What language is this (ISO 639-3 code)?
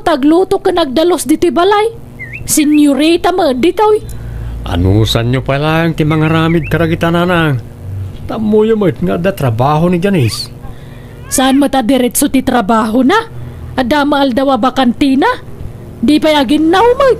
ilo